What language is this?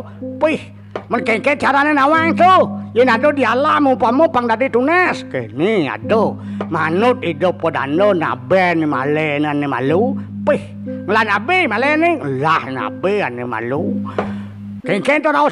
Balinese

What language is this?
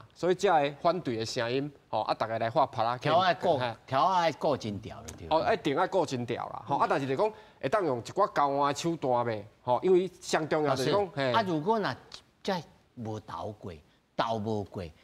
Min Nan Chinese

